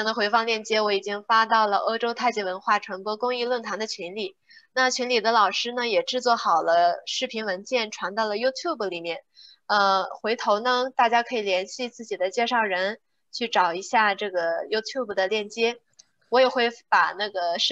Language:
Chinese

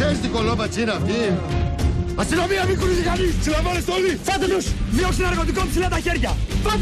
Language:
Greek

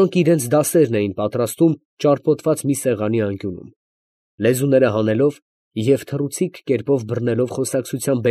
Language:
Armenian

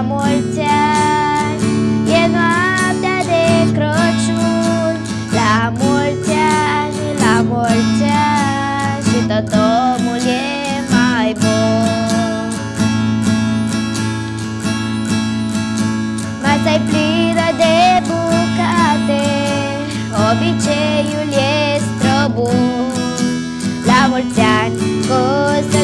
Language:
Romanian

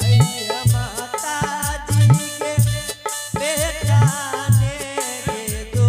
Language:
Angika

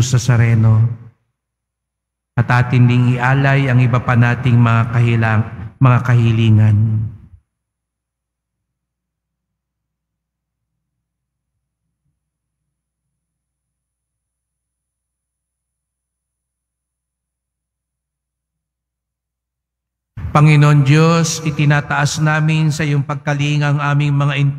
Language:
Filipino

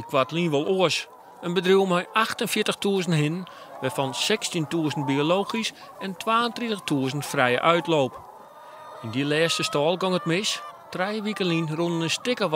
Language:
Western Frisian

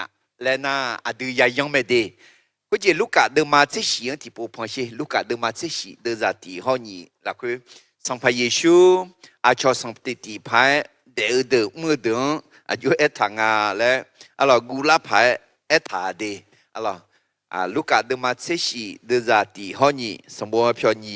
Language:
Akha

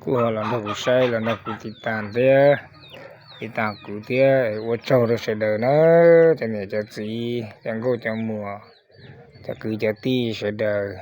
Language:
Hmong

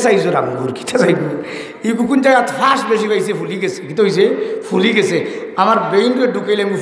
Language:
Sylheti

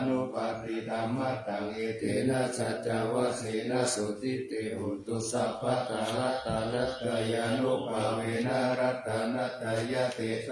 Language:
Pali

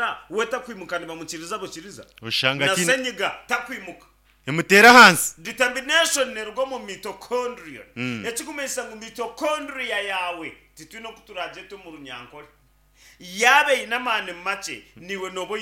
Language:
Nyankole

